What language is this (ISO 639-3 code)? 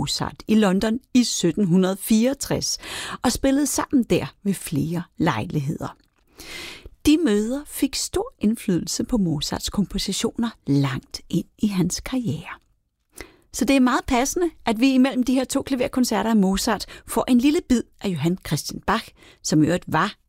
dan